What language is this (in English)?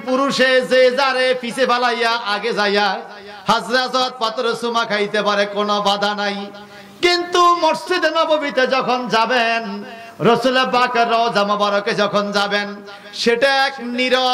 Bangla